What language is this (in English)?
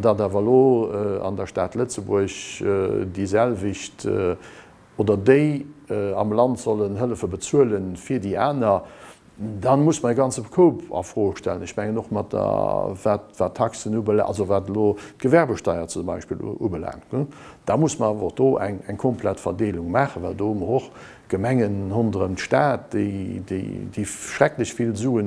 Luxembourgish